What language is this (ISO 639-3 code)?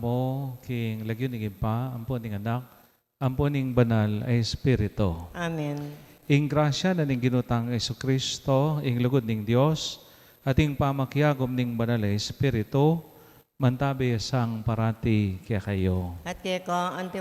pam